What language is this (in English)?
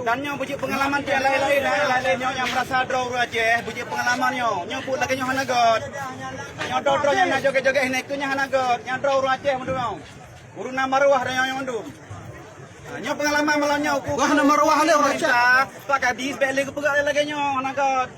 Achinese